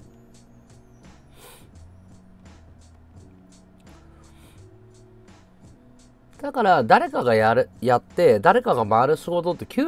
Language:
Japanese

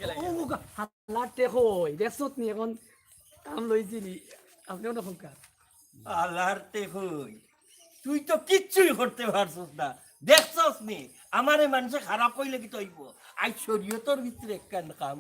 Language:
Sylheti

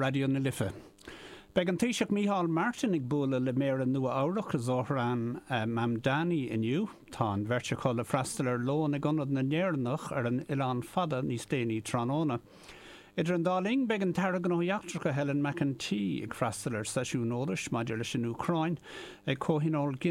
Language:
Irish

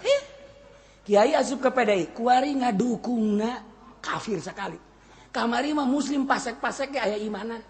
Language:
Sundanese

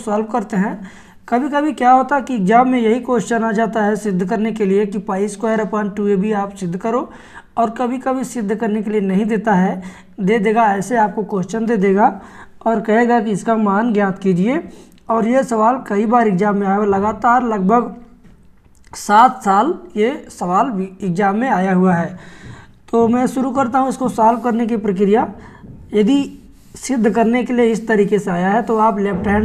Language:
Hindi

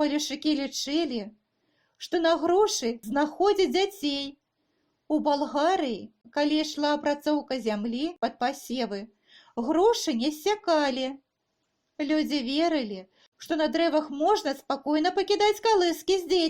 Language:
Belarusian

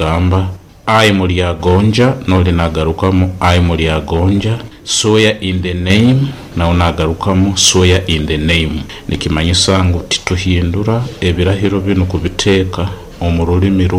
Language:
Nyoro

